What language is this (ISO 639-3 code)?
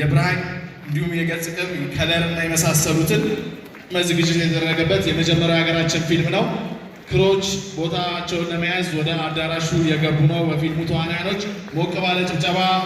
amh